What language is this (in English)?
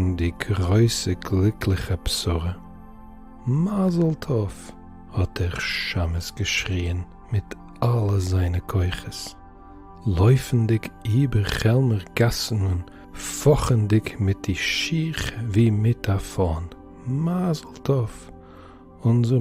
Yiddish